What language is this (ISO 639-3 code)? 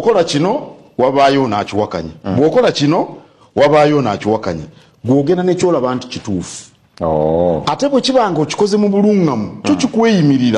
lug